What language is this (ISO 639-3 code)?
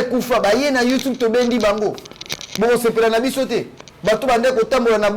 lin